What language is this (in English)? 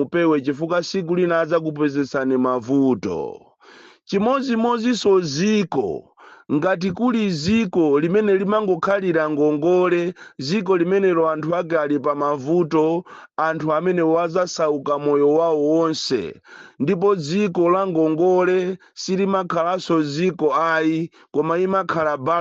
Nyanja